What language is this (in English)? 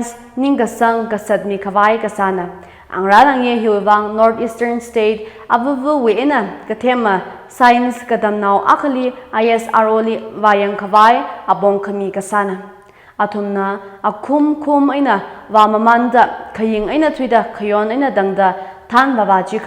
Tangkhul Naga (India)